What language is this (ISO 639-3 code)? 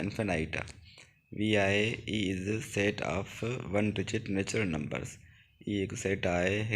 snd